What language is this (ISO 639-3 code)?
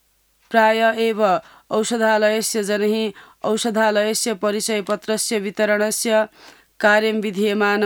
san